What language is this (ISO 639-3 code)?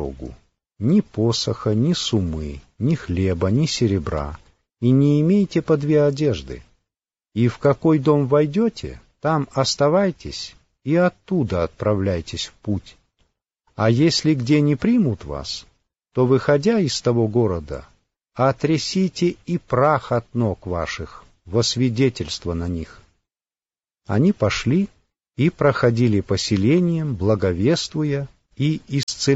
rus